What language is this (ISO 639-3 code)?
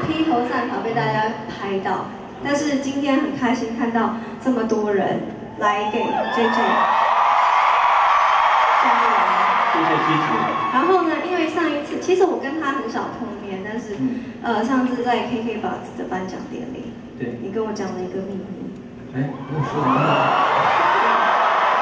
zho